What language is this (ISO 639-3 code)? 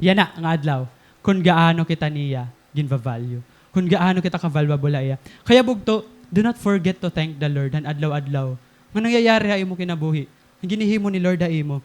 war